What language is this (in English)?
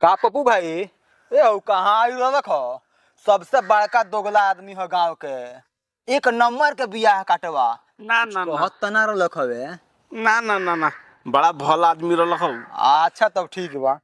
Bhojpuri